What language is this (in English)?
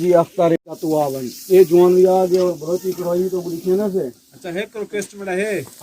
Saraiki